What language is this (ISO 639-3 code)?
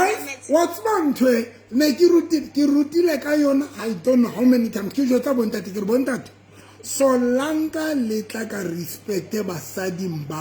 sot